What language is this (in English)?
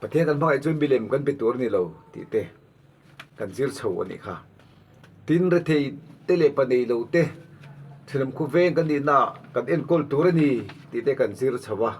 Mizo